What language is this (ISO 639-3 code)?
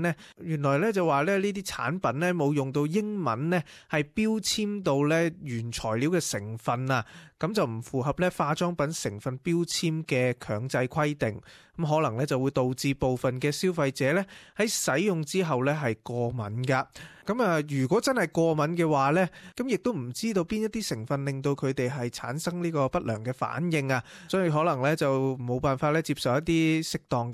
yue